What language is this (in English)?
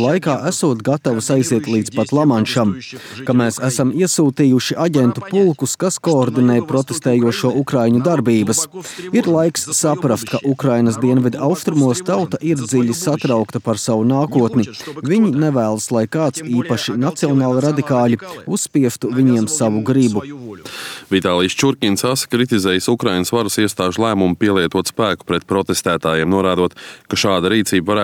Latvian